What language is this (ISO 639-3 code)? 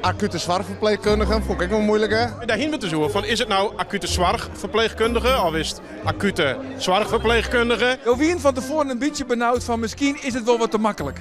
fry